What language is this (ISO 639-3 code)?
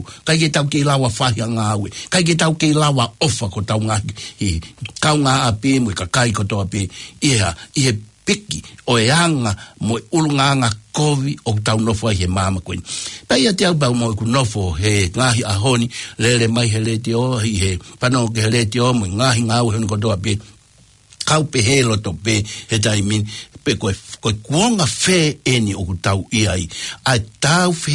ton